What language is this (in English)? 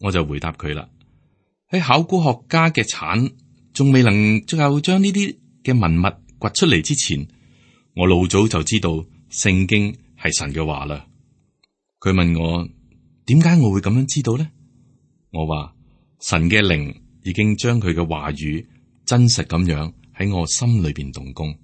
Cantonese